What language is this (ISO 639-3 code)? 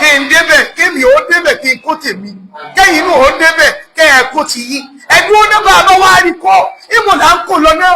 yor